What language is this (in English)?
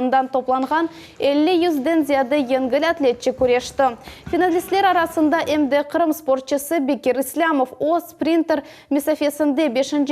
Crimean Tatar